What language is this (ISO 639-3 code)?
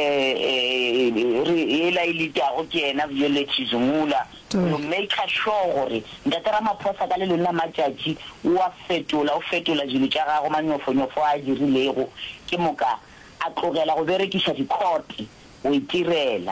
nso